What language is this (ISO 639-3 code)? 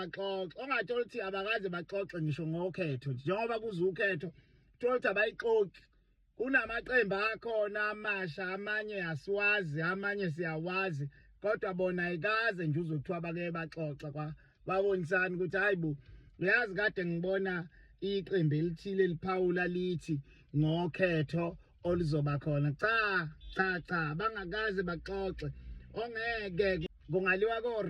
zul